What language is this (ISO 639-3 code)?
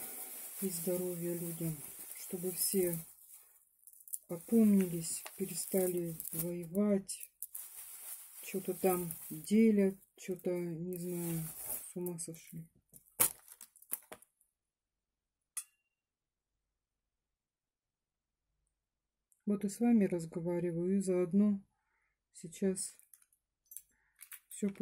rus